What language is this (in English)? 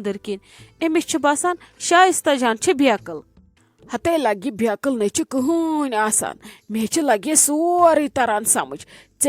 Kashmiri